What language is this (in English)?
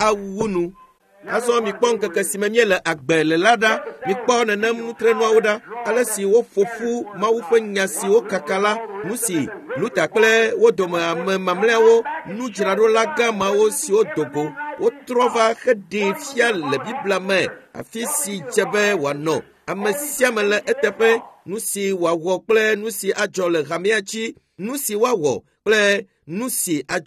Ewe